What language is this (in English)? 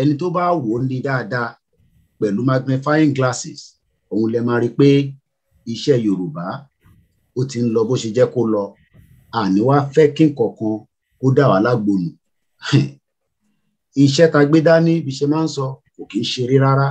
Yoruba